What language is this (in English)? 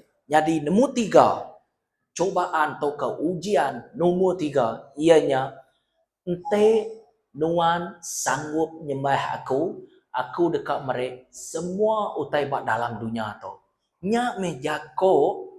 Iban